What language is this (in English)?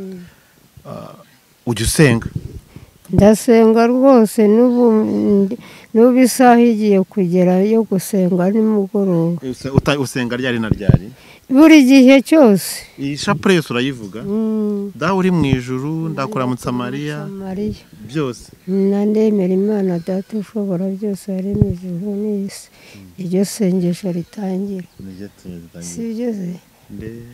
Kinyarwanda